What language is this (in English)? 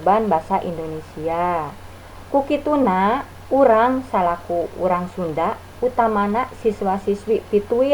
Sundanese